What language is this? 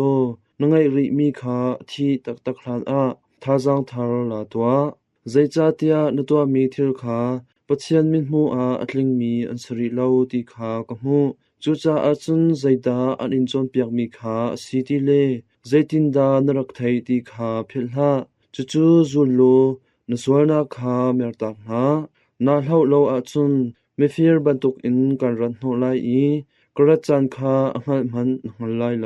Hakha Chin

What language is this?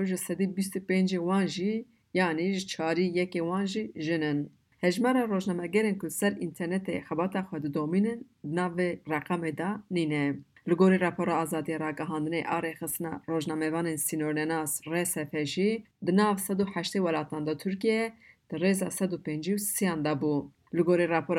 Kurdish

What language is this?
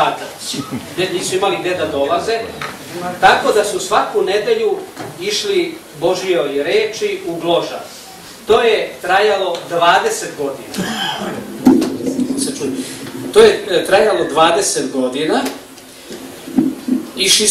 Serbian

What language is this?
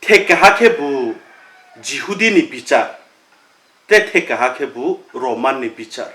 Riang (India)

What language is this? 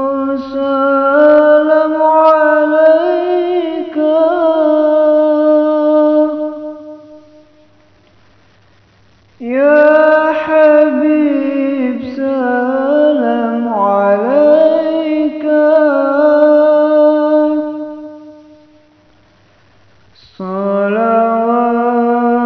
Arabic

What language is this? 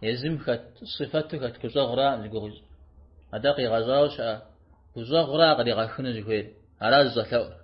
Kabardian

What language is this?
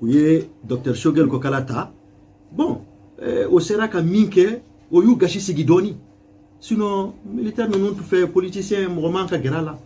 Bambara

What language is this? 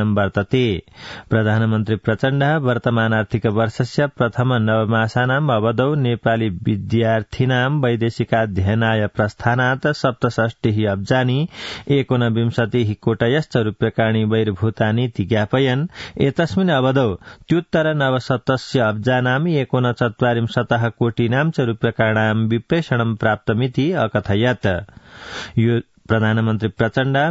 Sanskrit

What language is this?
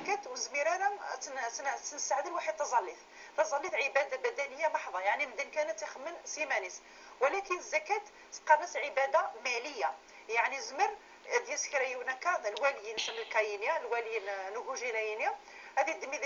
Kabyle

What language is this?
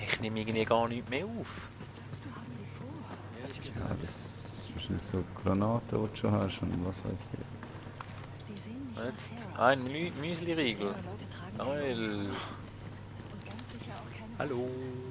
Swiss German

